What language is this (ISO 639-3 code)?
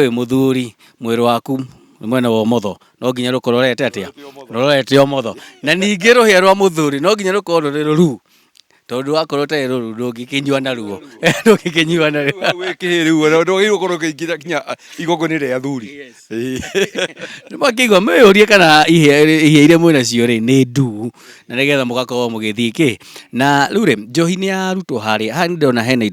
kik